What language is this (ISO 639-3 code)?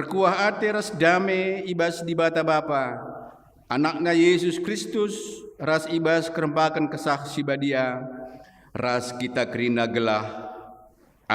btx